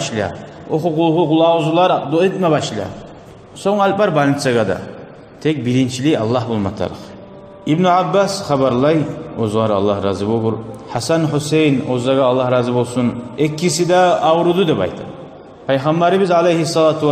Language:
Kumyk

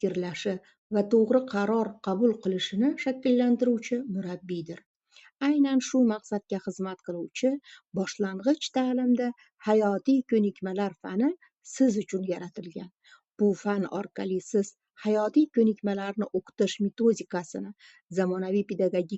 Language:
Uzbek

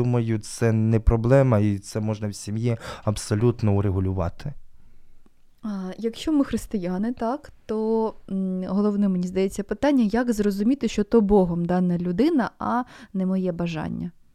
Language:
Ukrainian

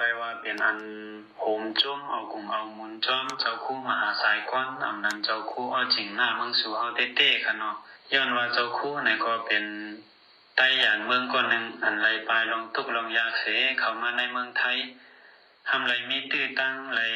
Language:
Shan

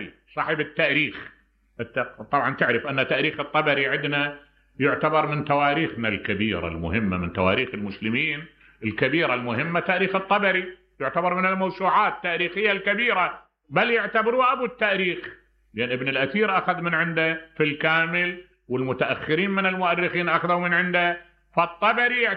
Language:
Mesopotamian Arabic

